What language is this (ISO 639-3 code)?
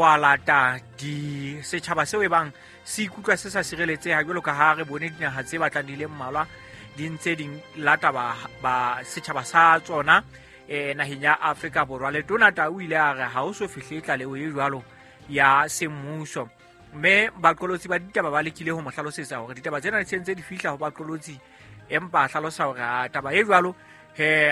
sot